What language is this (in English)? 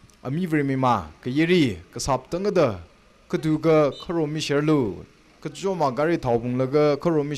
Tangkhul Naga (India)